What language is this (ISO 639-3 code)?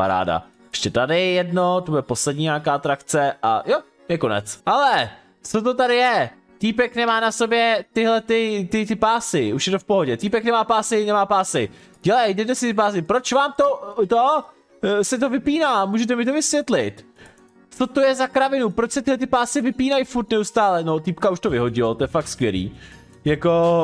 ces